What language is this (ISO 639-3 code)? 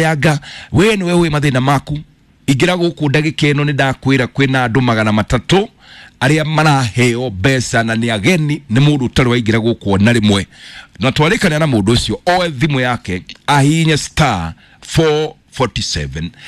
kik